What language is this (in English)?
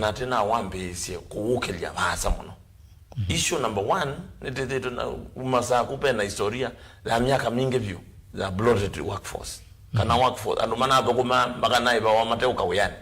Kamba